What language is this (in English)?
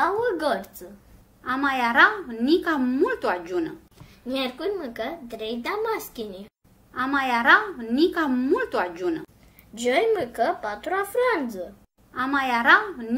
Aromanian